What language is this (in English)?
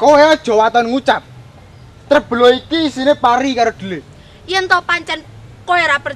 Javanese